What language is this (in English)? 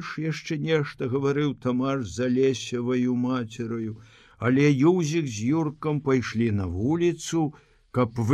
Belarusian